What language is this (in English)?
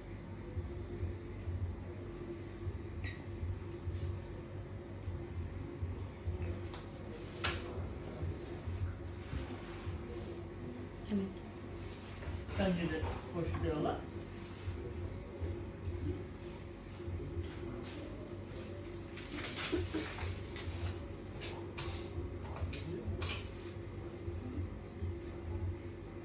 Turkish